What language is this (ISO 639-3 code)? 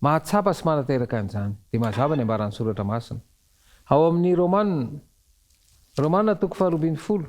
mlg